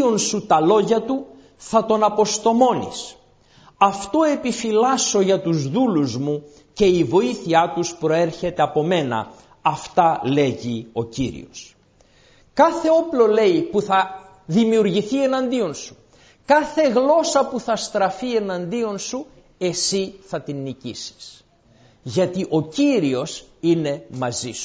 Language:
Greek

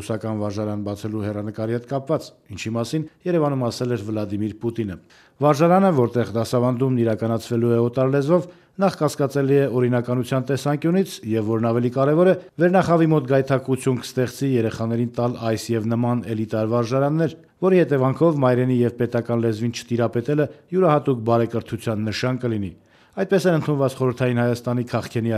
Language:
Armenian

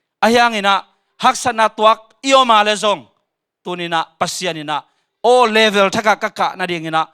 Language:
Tedim Chin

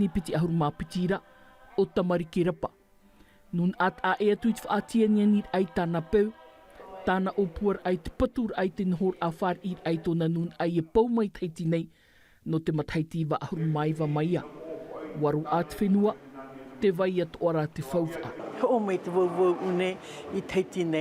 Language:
Tahitian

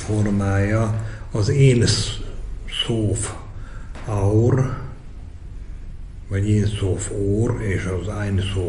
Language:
Hungarian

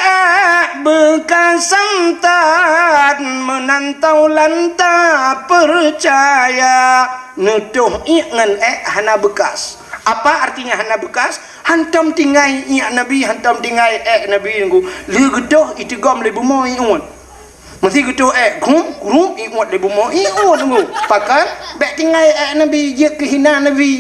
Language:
Achinese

